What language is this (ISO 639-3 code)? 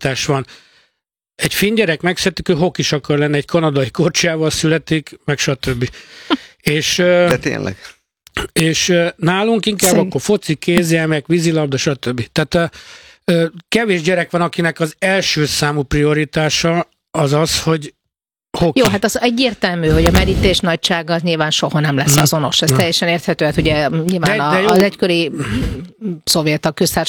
hun